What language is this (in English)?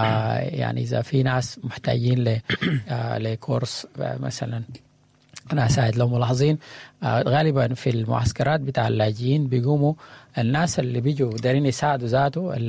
Sudanese Arabic